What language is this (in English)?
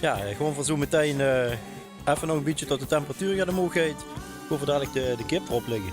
Limburgish